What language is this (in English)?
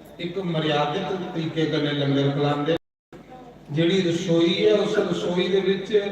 Dogri